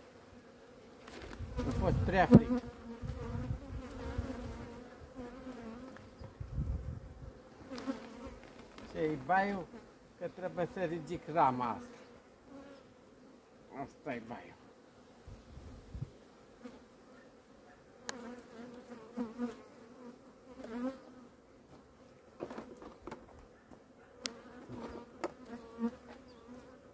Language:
Romanian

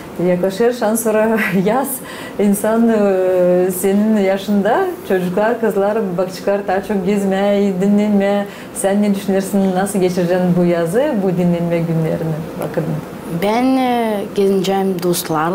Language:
Gagauz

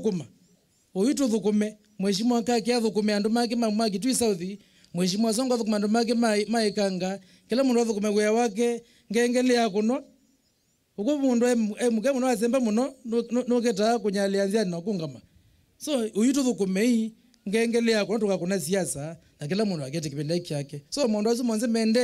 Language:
Kamba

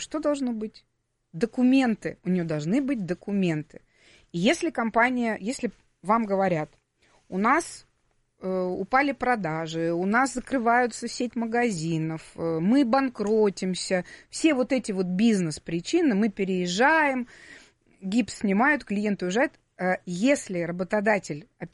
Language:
Russian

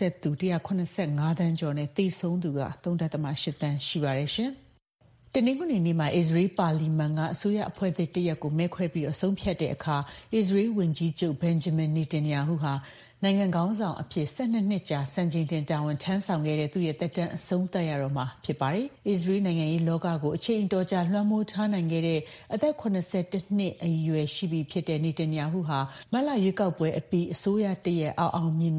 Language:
Burmese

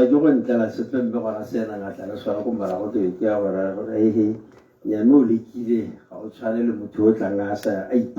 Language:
Tswana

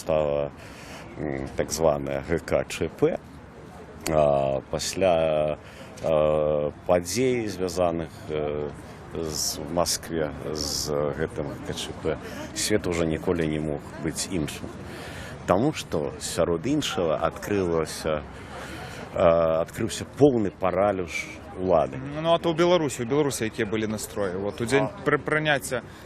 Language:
Belarusian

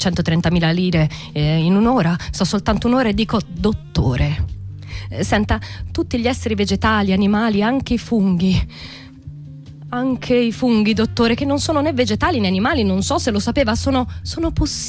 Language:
Italian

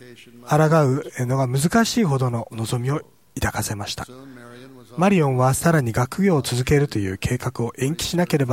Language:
Japanese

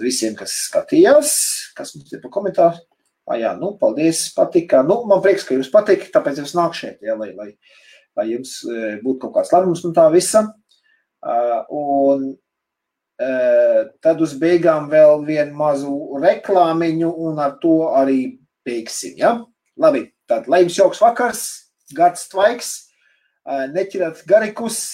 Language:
Latvian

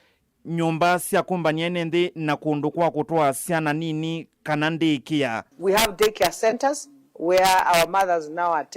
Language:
Kamba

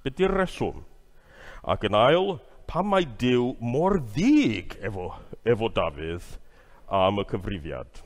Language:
Welsh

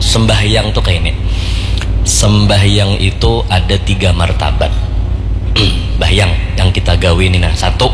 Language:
Banjar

